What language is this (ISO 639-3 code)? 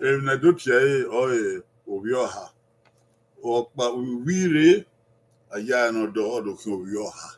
bin